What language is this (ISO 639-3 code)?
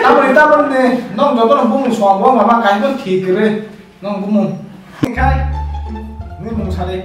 trp